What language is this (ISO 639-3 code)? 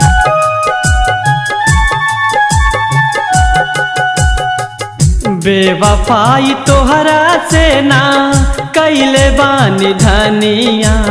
bho